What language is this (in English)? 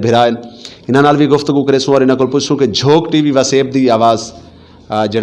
Saraiki